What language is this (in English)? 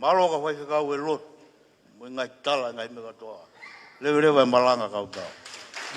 Tongan